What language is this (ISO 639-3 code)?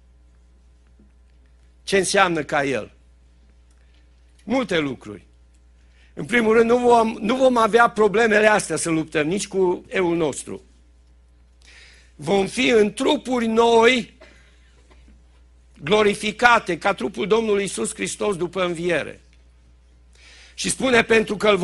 ron